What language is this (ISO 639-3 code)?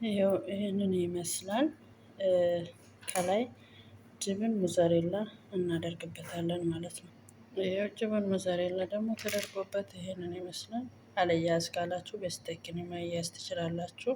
amh